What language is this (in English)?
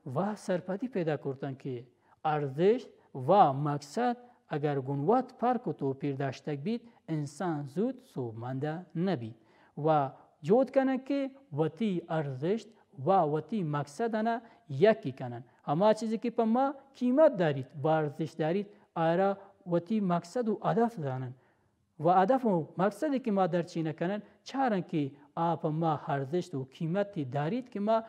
Baluchi